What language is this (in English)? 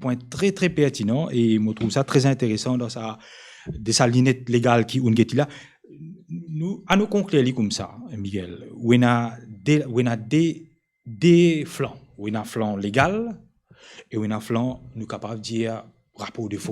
Morisyen